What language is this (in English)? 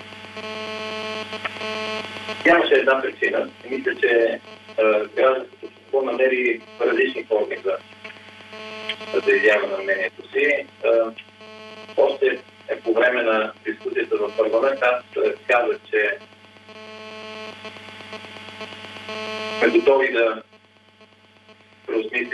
Bulgarian